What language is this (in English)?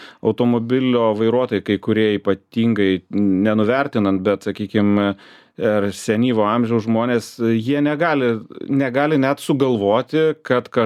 Lithuanian